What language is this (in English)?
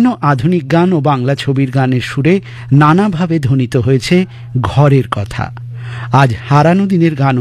Bangla